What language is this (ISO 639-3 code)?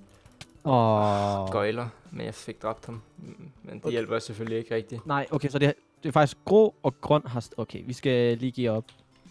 dan